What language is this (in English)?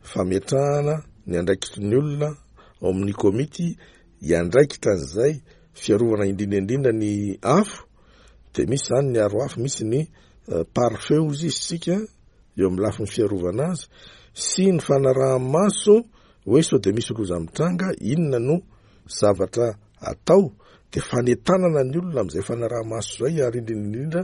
Malagasy